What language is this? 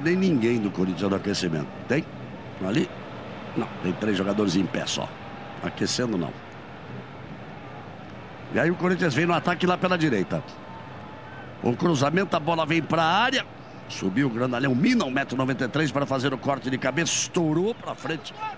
Portuguese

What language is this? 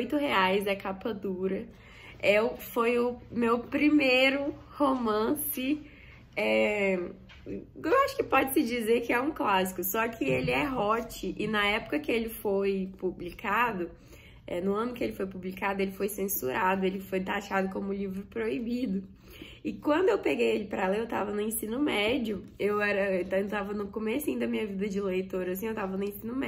Portuguese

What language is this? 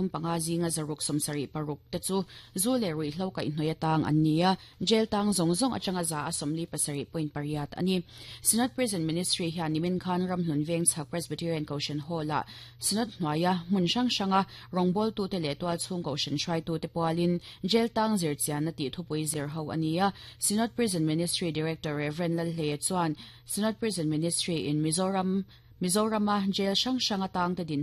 Mizo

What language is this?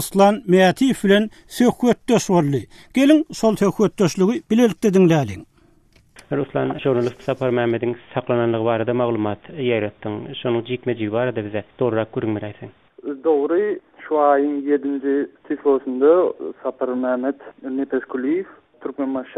Turkmen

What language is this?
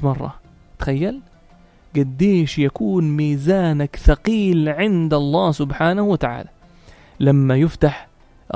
North Levantine Arabic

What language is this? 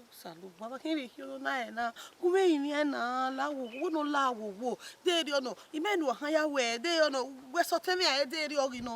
Bini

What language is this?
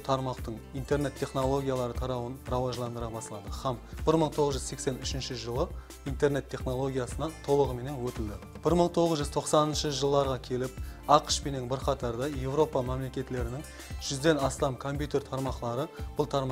Kara-Kalpak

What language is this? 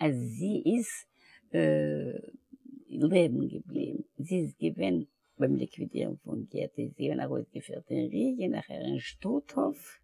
Yiddish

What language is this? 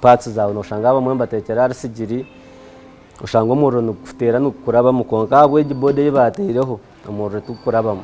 Nyankole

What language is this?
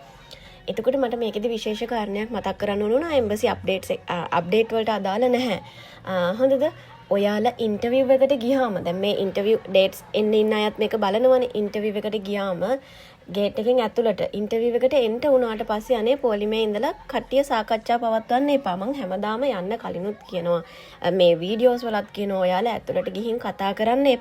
Sinhala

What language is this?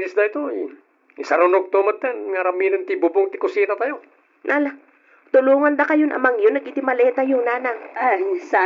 Iloko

